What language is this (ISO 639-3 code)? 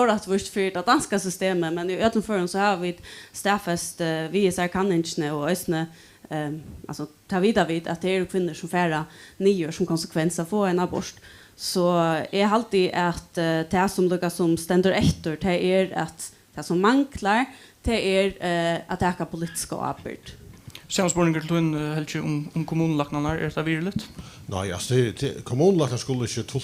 fao